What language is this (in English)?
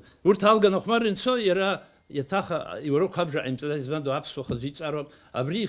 Abkhazian